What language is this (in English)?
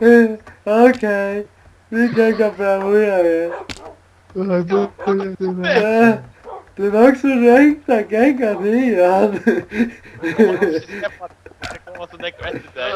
Faroese